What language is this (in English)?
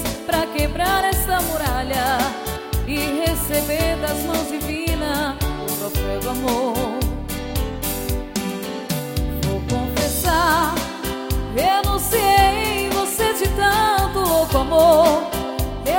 Portuguese